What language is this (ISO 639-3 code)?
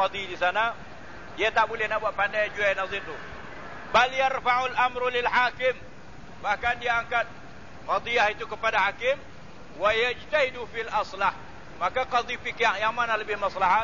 msa